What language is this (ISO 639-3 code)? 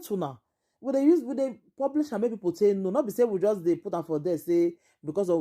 pcm